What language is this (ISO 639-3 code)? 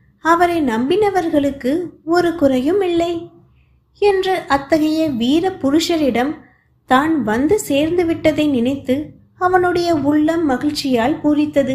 tam